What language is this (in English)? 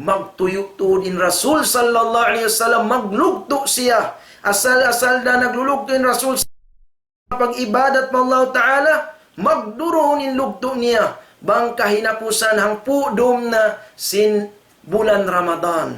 Tausug